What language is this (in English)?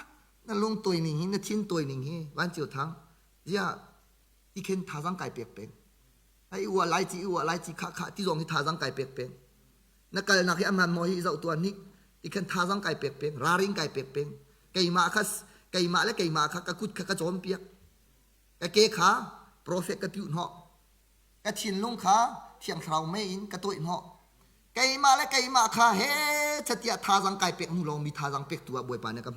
Hakha Chin